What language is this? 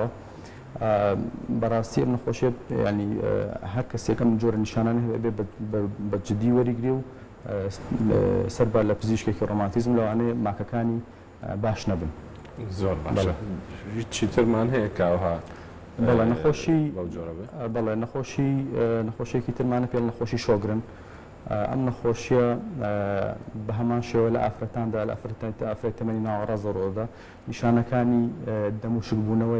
Central Kurdish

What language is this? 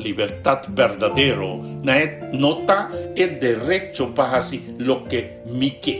Papiamento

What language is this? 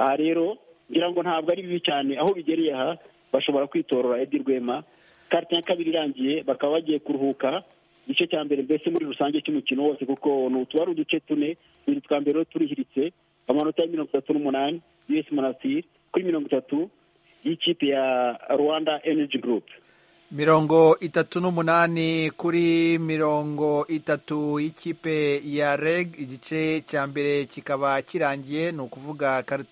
Kinyarwanda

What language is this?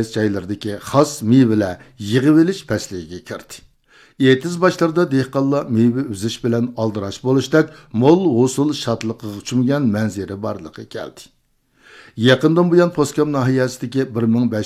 Uyghur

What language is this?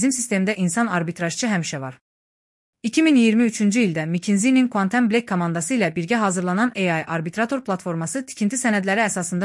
Azerbaijani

